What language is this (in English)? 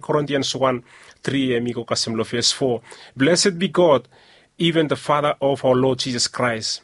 Bislama